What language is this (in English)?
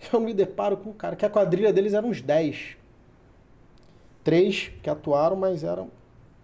Portuguese